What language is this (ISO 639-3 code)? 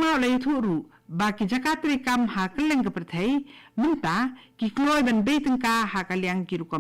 kha